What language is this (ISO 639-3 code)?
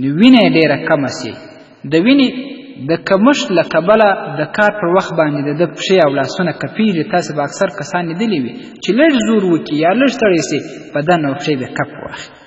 pus